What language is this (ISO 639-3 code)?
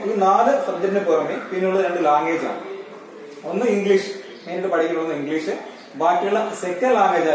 mal